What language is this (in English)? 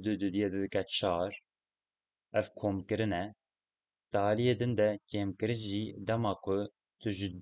Kurdish